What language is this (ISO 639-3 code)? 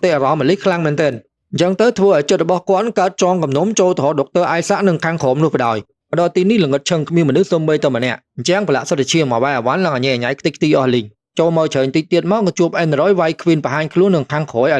khm